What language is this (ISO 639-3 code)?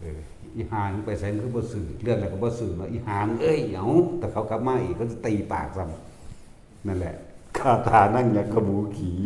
tts